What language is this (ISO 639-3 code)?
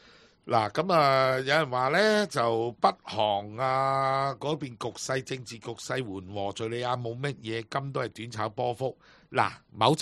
yue